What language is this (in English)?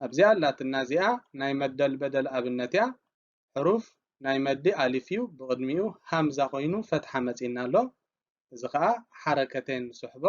Tigrinya